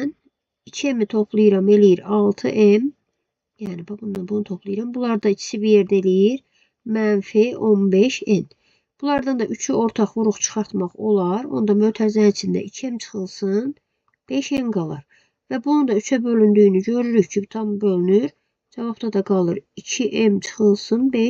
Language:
Azerbaijani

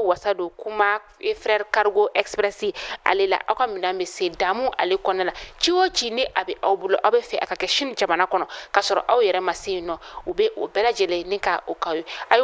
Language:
Bambara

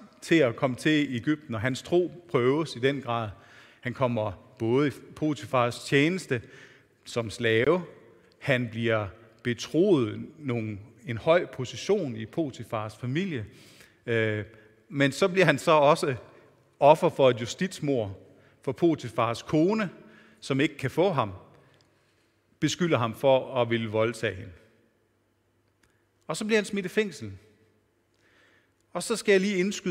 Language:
Danish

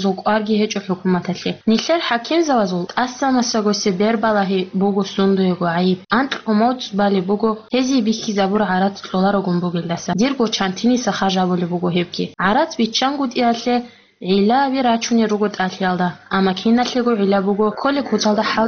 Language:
Avaric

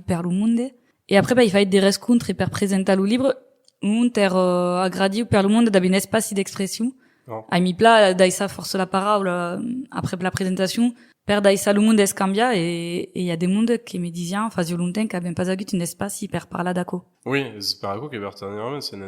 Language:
Occitan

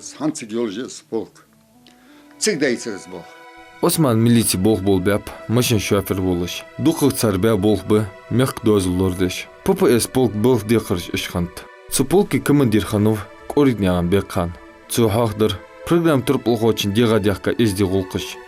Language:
Ingush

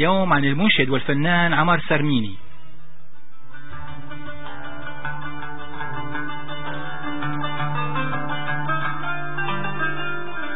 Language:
Arabic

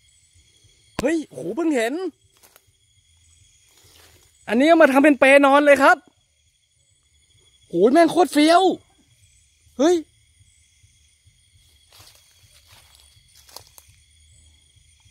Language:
Thai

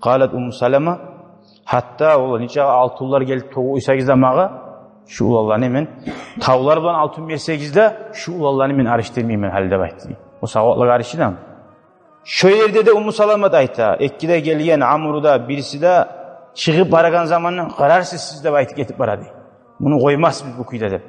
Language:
Kumyk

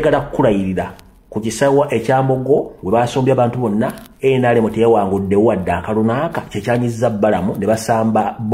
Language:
Ganda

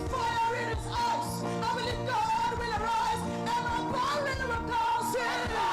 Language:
Ewe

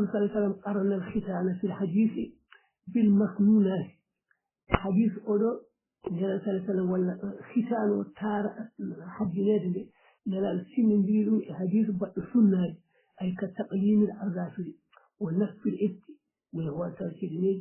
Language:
Fula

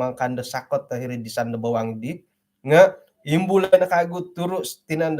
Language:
Central Dusun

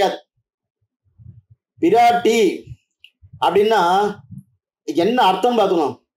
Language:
Tamil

